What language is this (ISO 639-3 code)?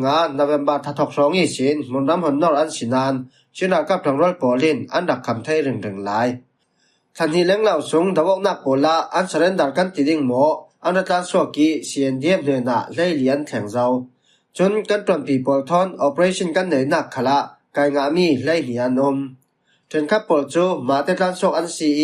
cfm